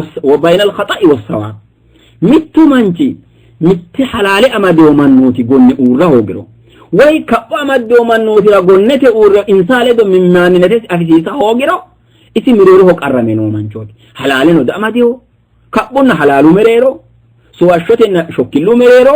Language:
Sidamo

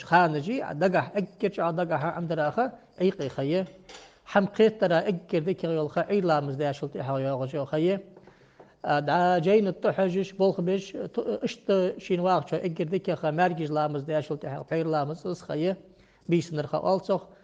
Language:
Ingush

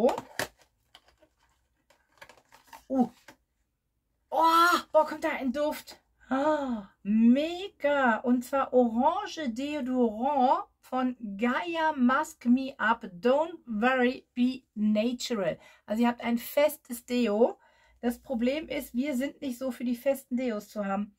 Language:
German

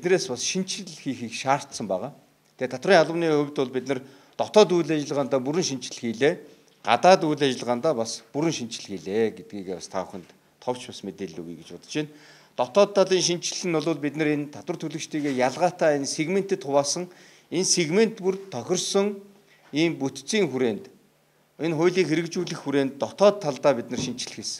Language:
Mongolian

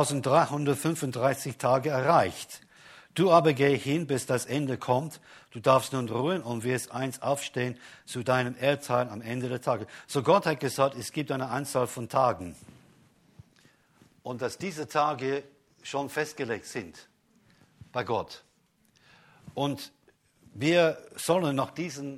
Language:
German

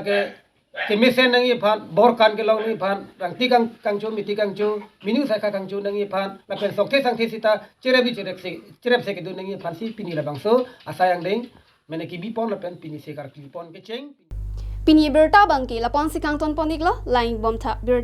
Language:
Karbi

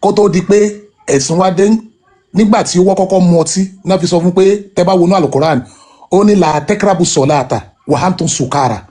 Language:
Yoruba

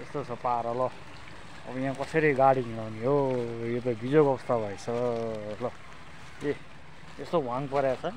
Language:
Nepali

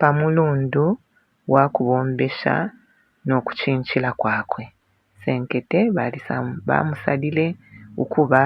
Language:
Bemba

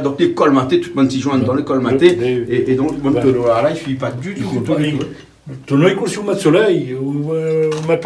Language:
Réunion Creole French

